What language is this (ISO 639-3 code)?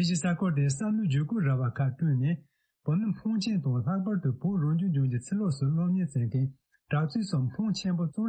bod